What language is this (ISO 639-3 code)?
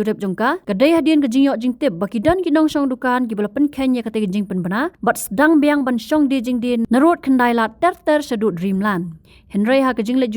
kha